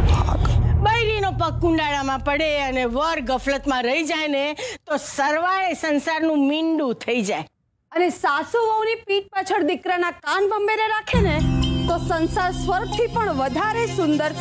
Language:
Gujarati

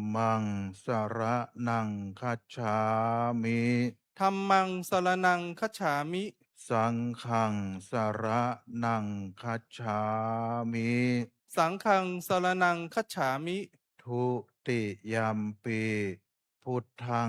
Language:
Pali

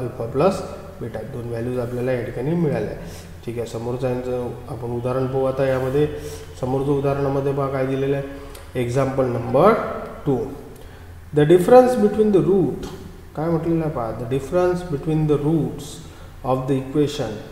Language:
Marathi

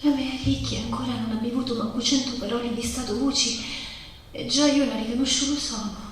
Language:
Sicilian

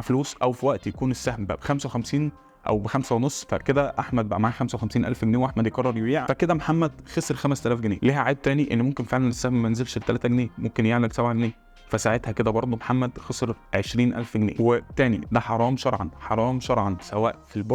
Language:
Egyptian Arabic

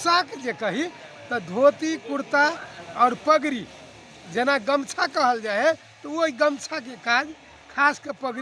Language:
Magahi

